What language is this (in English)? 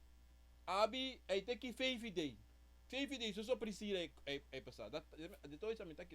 Sranan Tongo